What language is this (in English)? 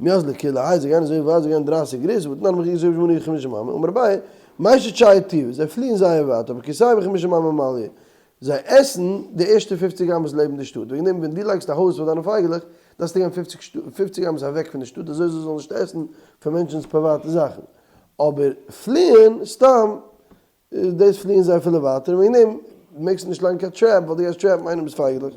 Yiddish